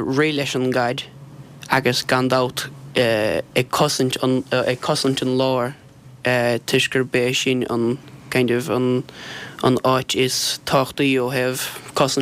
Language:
Irish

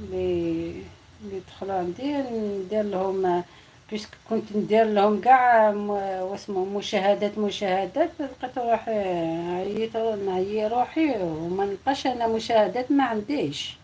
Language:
Algerian Arabic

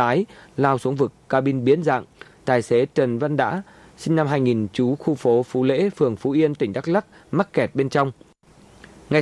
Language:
Vietnamese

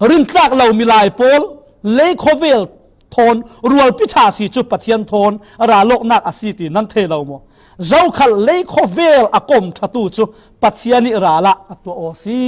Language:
Falam Chin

